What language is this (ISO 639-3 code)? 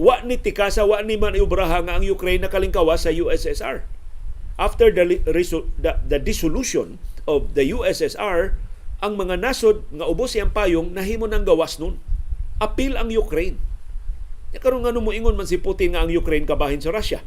ceb